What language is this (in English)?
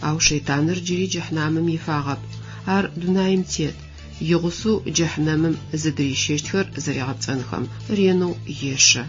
Adyghe